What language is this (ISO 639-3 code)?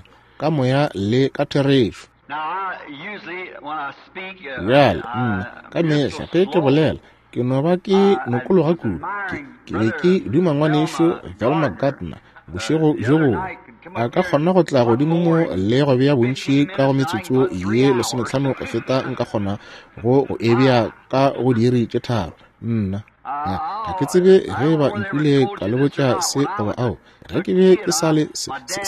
nso